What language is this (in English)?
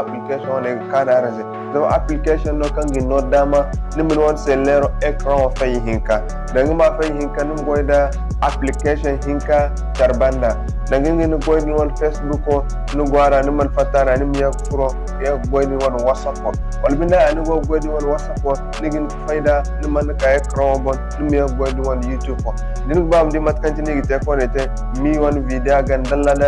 Zarma